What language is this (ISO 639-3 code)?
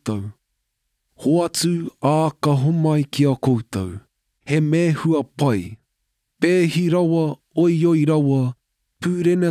mri